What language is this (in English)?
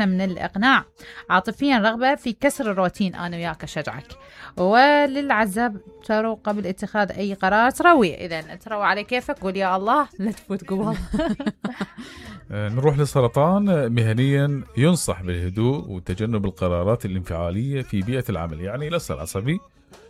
Mesopotamian Arabic